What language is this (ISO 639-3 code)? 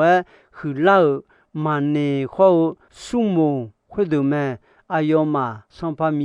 ahk